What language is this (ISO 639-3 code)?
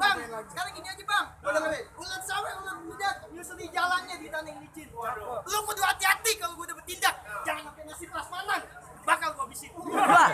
bew